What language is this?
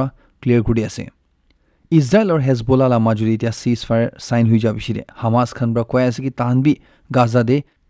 Naga Pidgin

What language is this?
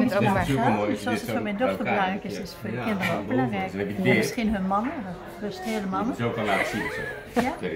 Dutch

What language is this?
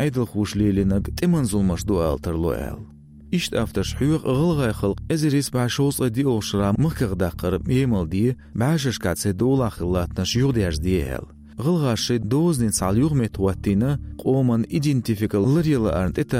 Chechen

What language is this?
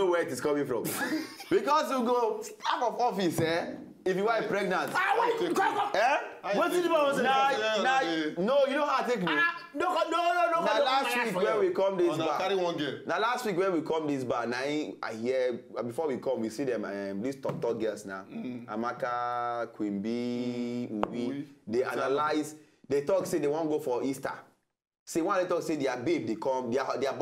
Nigerian Pidgin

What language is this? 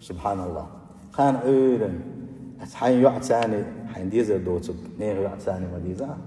Chechen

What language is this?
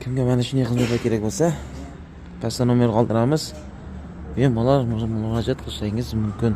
Uzbek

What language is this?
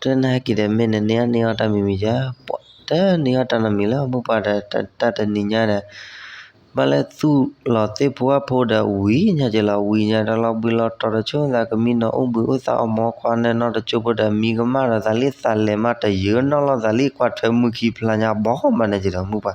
S'gaw Karen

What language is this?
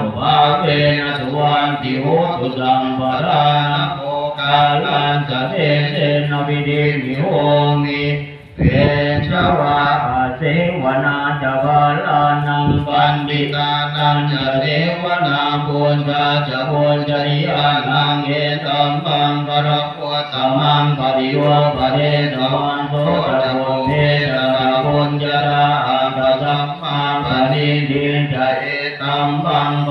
Pali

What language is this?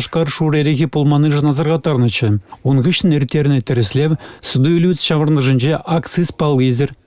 Chuvash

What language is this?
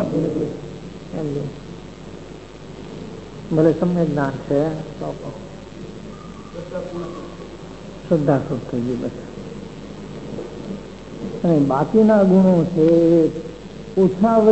Gujarati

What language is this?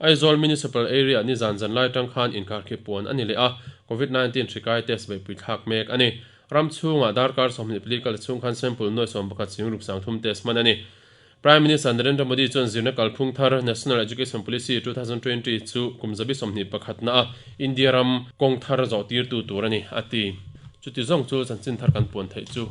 Mizo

